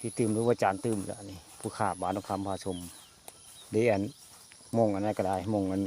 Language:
Northeastern Thai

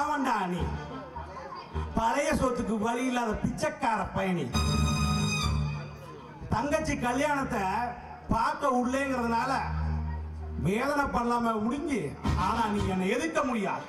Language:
Tamil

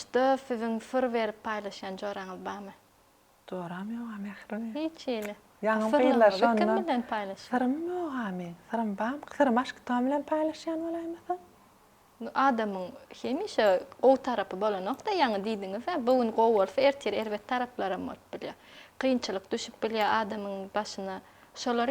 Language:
Turkmen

